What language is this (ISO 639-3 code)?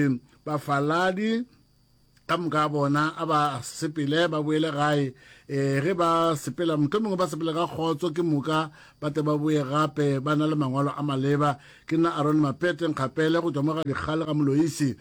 nso